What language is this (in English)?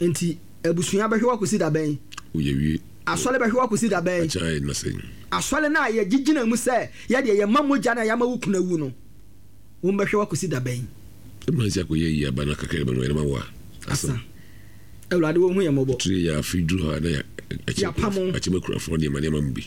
Akan